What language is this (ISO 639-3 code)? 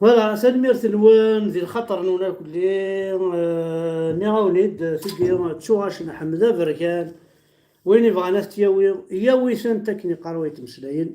kab